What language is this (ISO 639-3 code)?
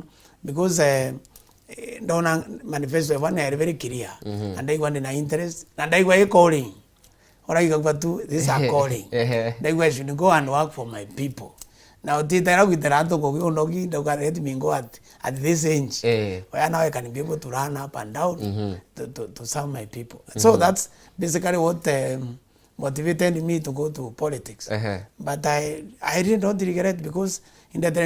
mer